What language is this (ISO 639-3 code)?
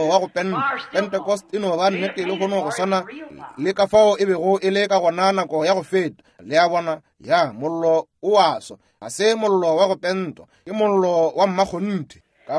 nso